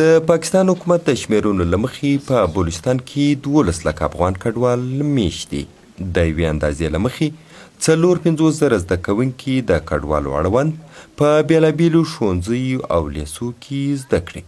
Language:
Pashto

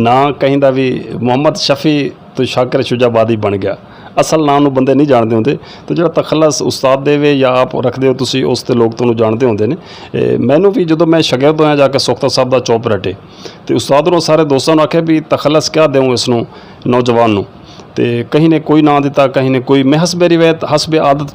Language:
Saraiki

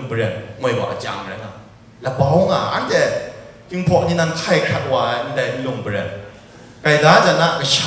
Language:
Kachin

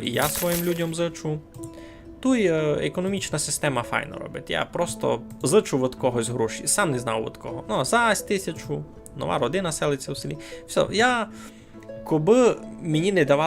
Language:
Rusyn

